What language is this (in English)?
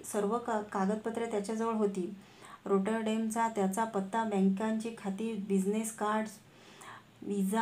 Marathi